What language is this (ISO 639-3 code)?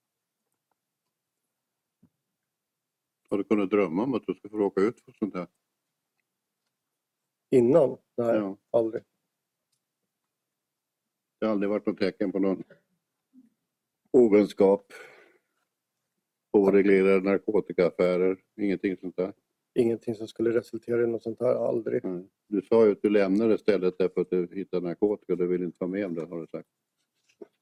swe